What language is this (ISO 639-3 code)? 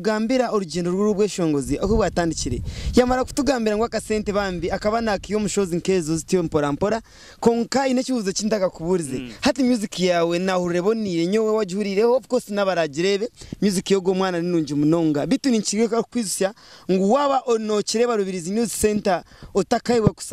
nyn